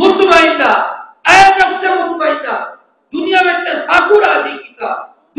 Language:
Saraiki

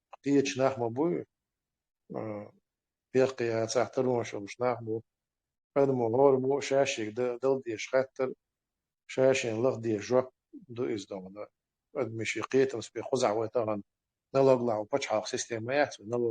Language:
Chechen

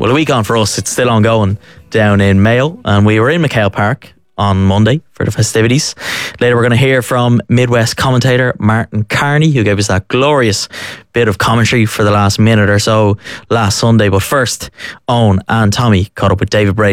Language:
English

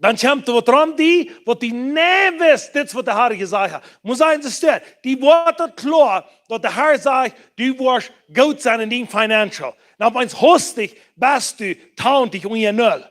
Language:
Plautdietsch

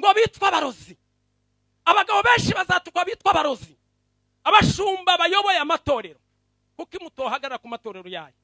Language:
Rundi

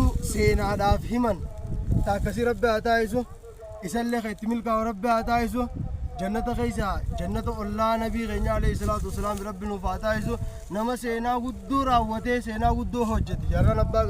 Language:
Oromo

